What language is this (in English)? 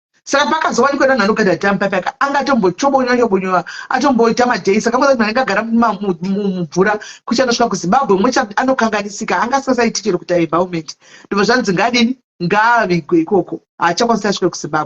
Shona